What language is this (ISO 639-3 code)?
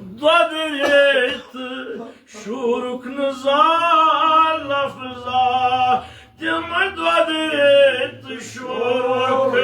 kas